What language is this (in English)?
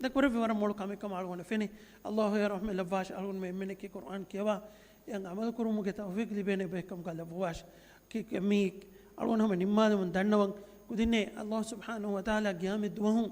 Divehi